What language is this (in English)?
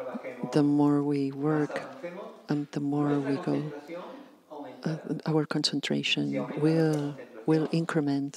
English